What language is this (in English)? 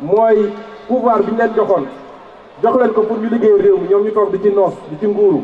Wolof